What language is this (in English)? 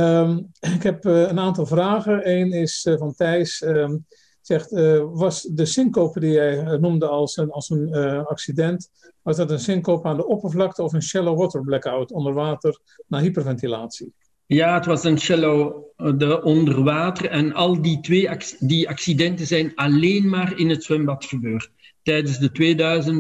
Dutch